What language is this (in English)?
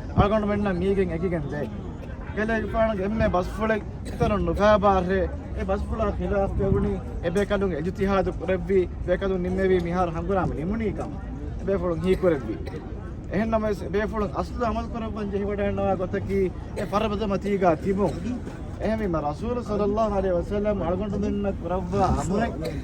Divehi